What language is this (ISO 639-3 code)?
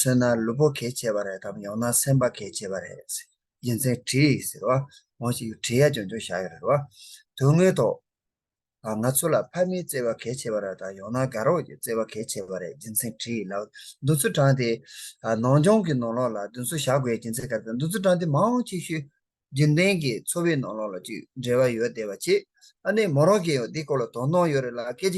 bod